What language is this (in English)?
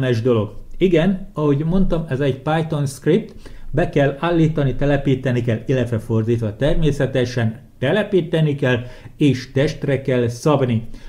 Hungarian